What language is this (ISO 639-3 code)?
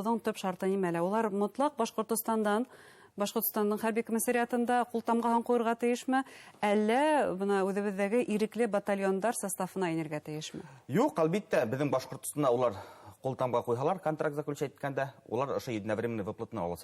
bak